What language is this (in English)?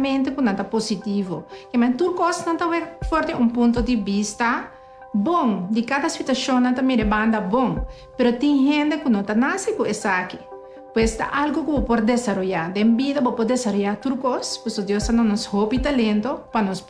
Papiamento